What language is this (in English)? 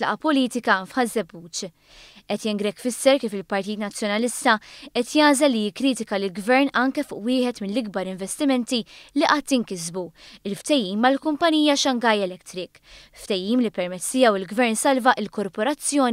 Maltese